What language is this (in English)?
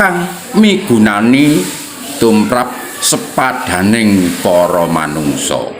Javanese